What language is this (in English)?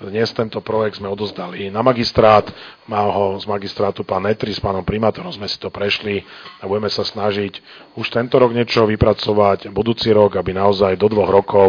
Slovak